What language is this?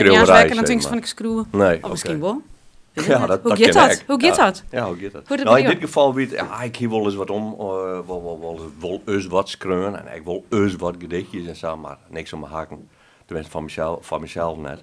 Western Frisian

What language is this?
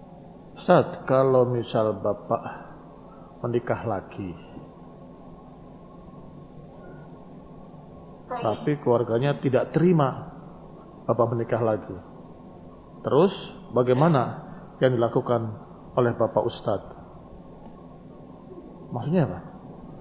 Indonesian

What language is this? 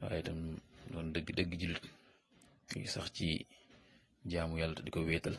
Wolof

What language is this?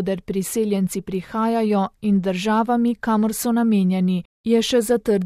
Slovenian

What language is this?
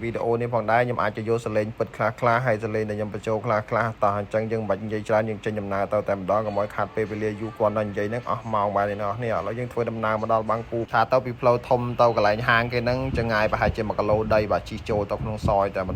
Khmer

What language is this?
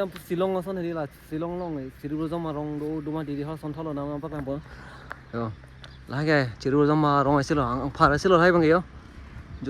Karbi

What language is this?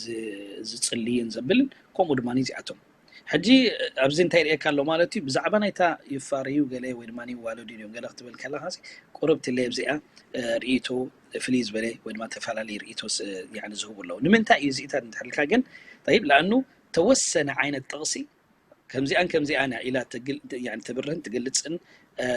Tigrinya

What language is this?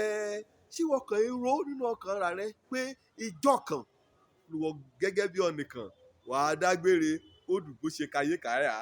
Yoruba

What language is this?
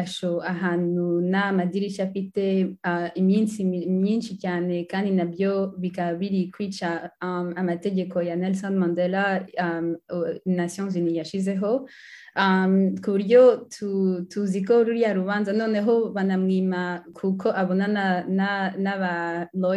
Kinyarwanda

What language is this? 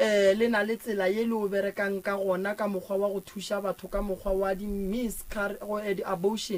Northern Sotho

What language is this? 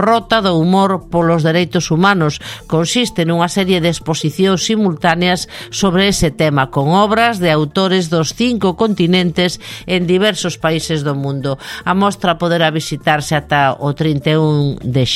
Galician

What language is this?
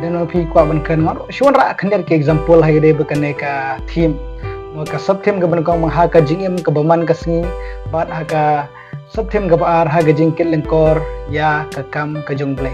Khasi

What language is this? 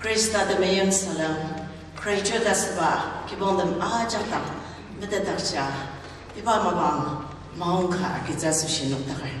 Ao Naga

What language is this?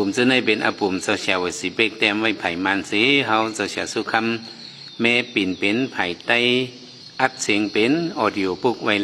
Shan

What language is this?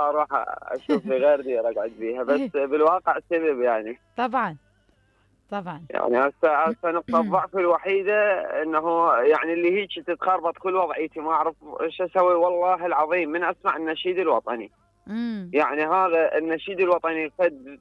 Mesopotamian Arabic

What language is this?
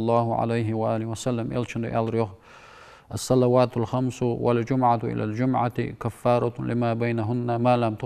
Ingush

